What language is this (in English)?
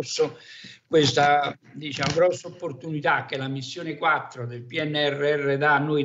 Italian